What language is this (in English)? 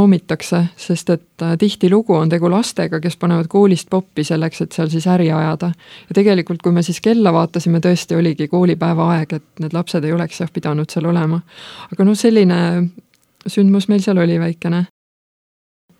Estonian